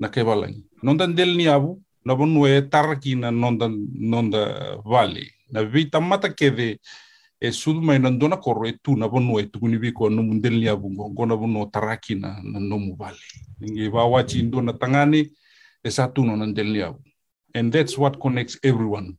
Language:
Fijian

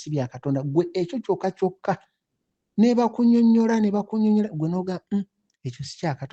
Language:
Ganda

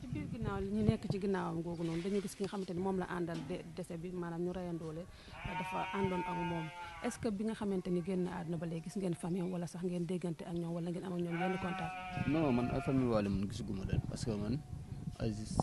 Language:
Wolof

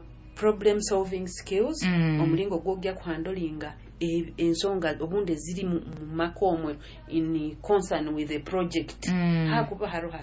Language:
Nyoro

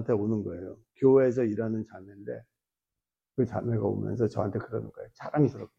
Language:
Korean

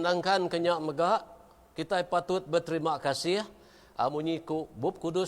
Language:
Iban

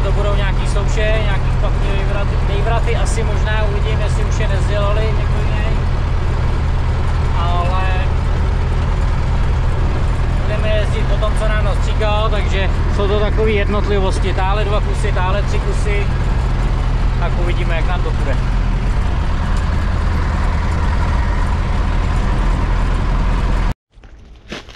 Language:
Czech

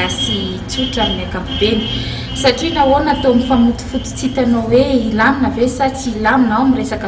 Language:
Malagasy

